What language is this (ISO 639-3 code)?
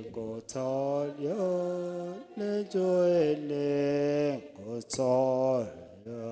kik